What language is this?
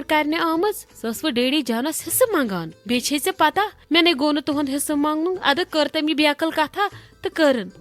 Kashmiri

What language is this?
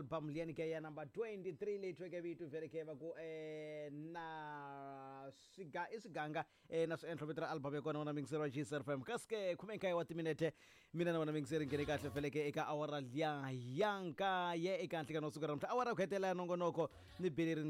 Tsonga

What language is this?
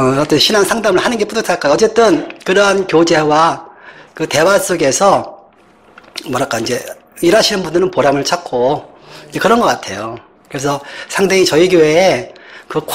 Korean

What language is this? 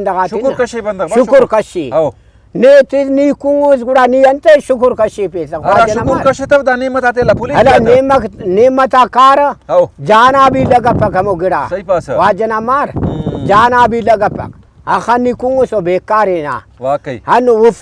Brahui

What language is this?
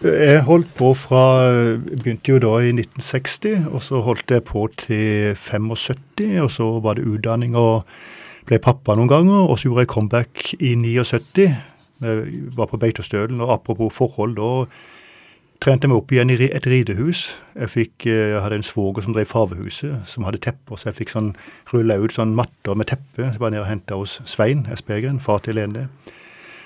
Norwegian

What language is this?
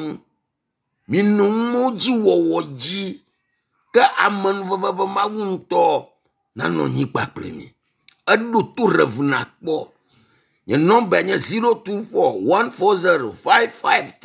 Ewe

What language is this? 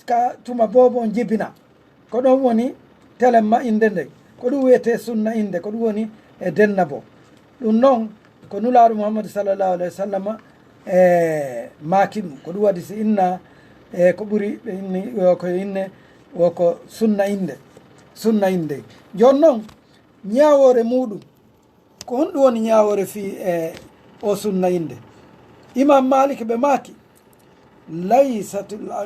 Fula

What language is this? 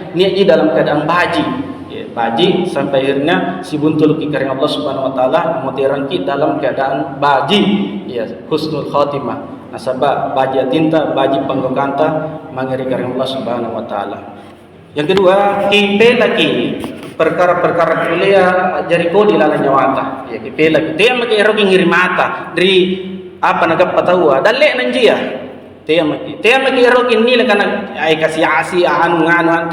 Makasar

